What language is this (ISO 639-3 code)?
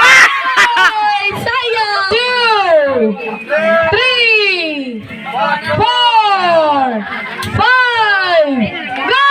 ceb